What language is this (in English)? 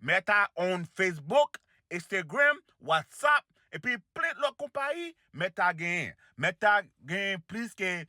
Haitian Creole